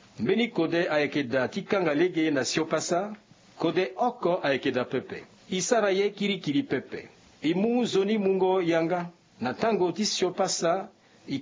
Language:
Sango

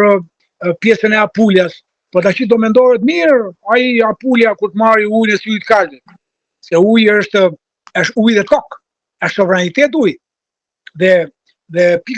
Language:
Albanian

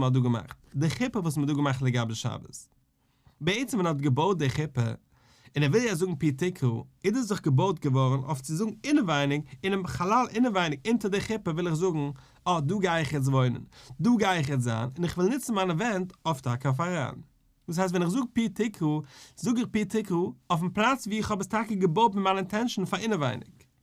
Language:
Yiddish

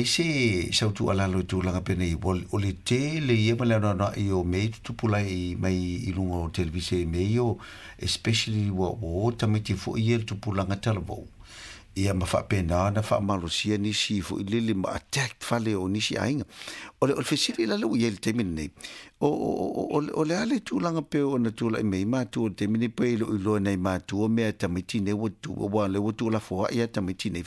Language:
Samoan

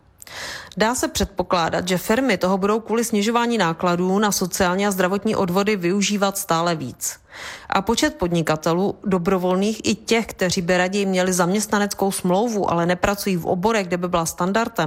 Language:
Czech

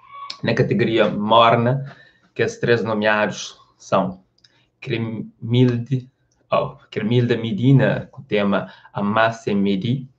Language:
Kabuverdianu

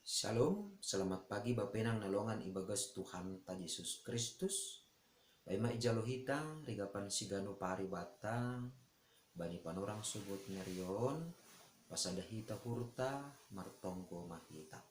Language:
Batak Simalungun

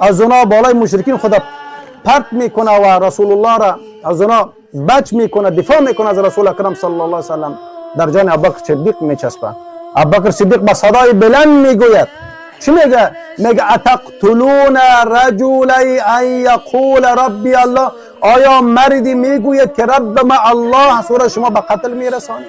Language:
Persian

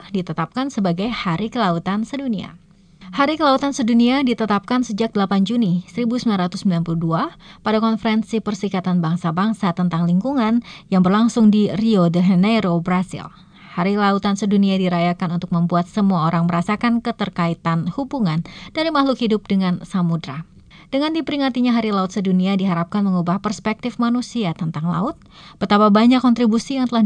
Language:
Indonesian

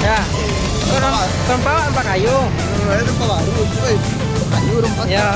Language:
Minangkabau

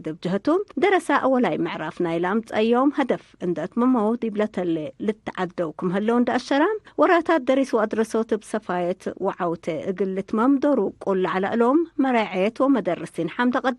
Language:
Tigre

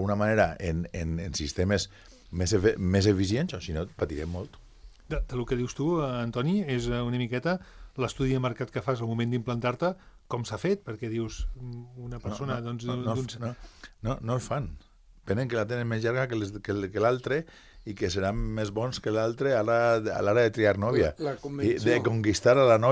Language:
Catalan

